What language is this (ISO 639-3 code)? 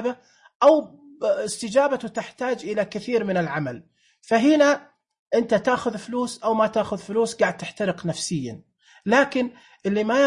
ars